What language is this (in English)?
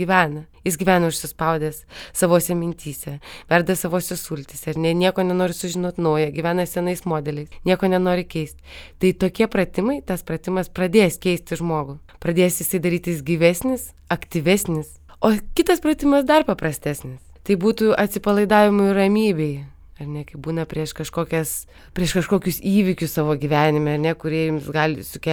Lithuanian